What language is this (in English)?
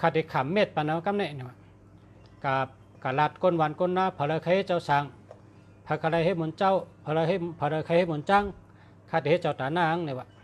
Shan